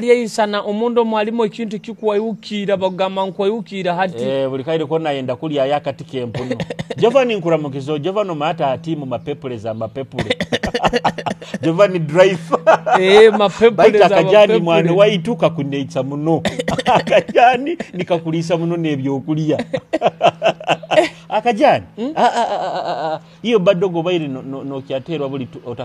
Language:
Nyoro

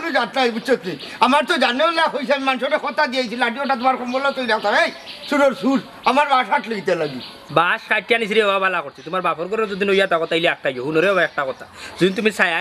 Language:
Sylheti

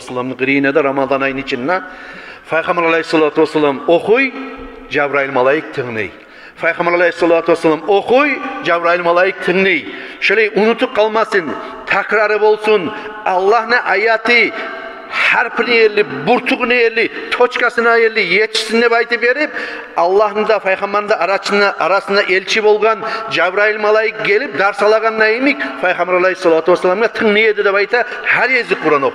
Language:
Kumyk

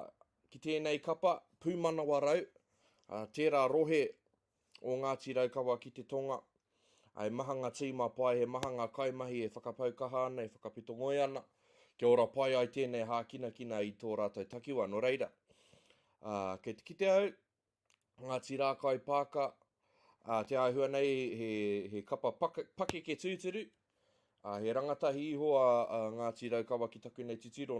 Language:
Māori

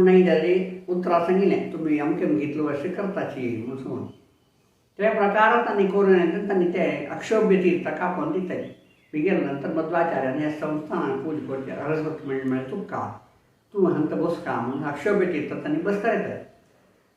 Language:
Konkani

